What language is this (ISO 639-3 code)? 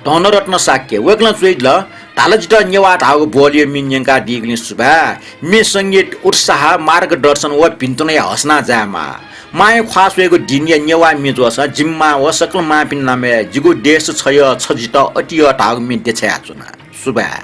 new